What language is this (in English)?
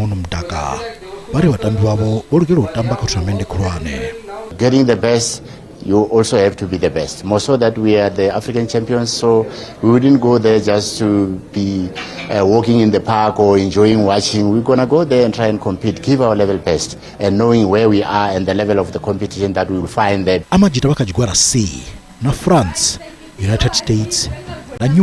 Venda